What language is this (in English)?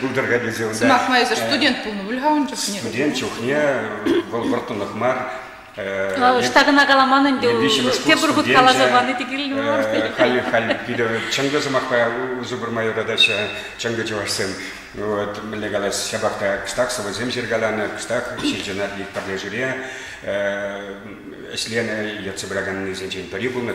Chuvash